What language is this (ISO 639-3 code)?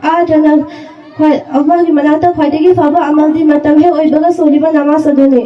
mni